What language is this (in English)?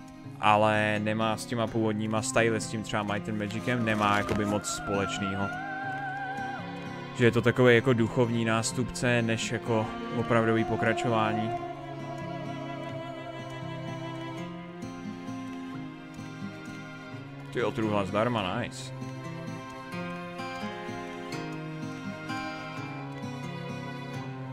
Czech